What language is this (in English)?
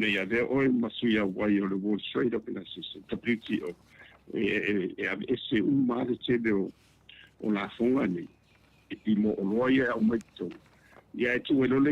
Samoan